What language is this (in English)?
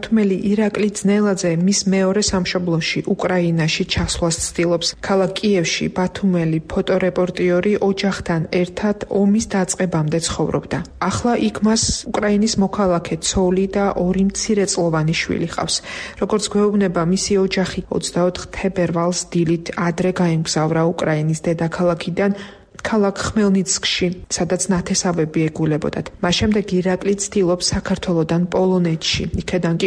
Georgian